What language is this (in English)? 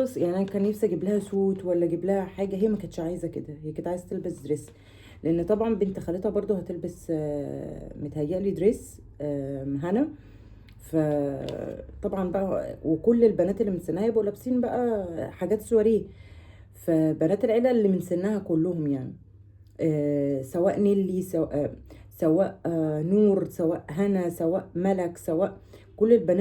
Egyptian Arabic